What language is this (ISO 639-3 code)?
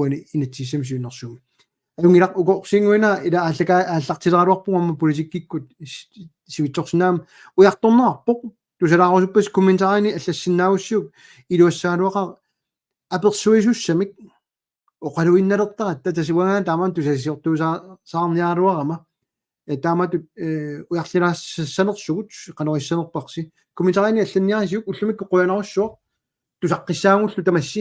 kal